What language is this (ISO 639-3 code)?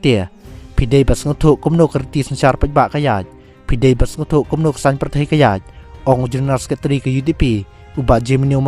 kha